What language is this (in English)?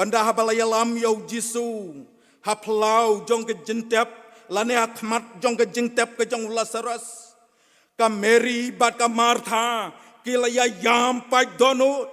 Khasi